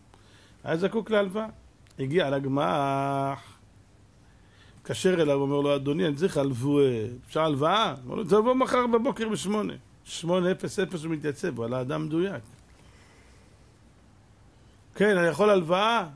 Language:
Hebrew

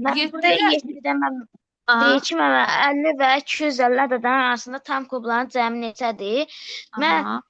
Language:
Azerbaijani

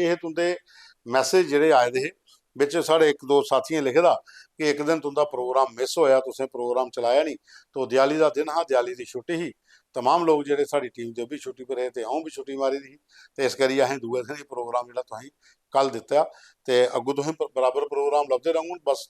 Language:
Dogri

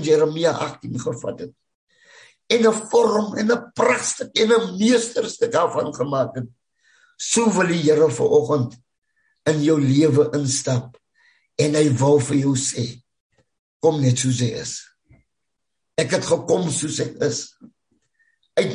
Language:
Afrikaans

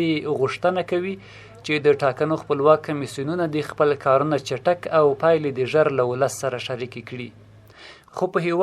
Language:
Pashto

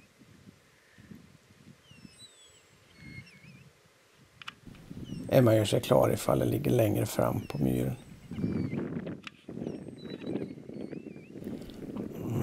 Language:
Swedish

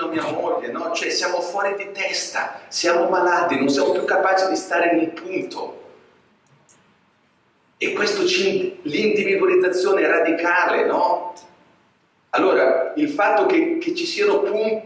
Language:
Italian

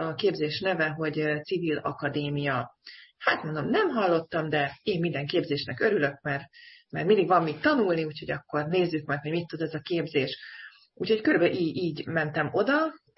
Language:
Hungarian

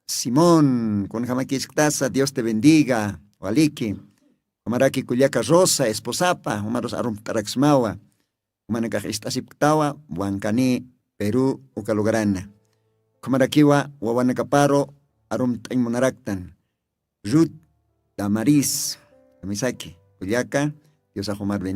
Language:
Aymara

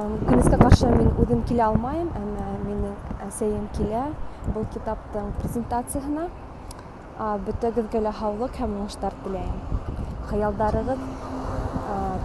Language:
Bashkir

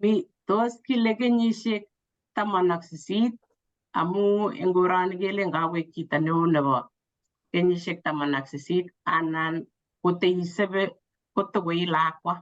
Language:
Kalenjin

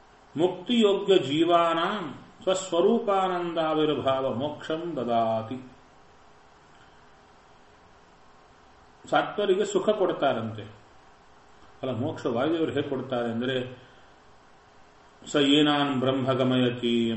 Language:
Kannada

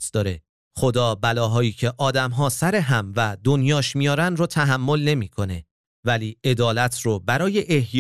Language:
Persian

